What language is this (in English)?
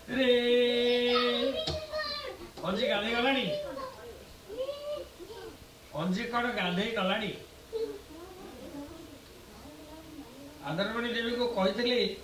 Odia